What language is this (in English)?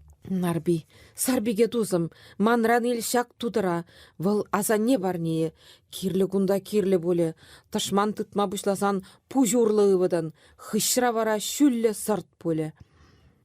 Chuvash